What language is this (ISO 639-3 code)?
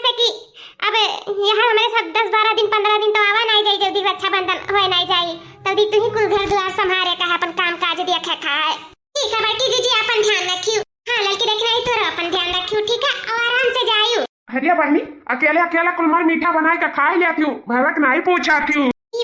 awa